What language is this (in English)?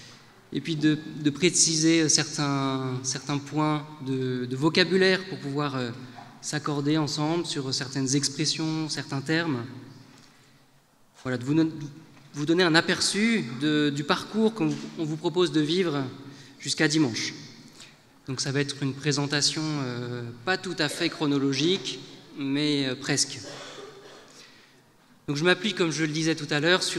French